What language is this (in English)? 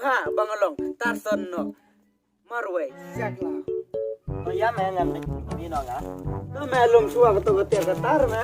Khasi